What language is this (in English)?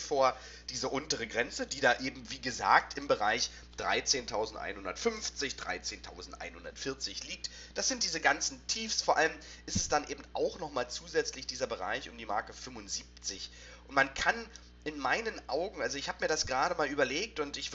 German